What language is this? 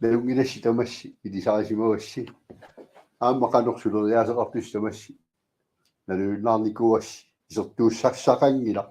Kalaallisut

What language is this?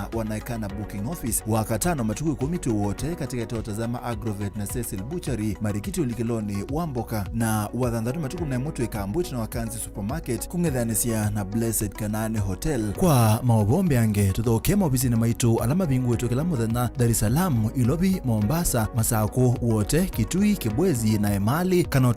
Kamba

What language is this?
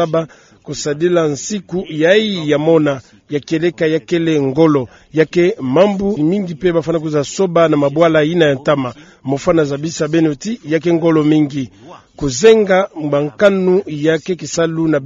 Kituba (Democratic Republic of Congo)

